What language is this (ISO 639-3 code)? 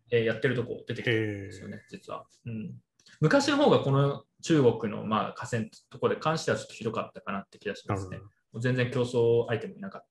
jpn